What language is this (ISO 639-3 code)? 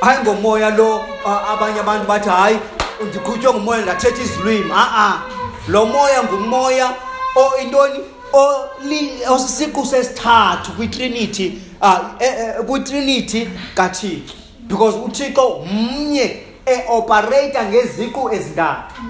xho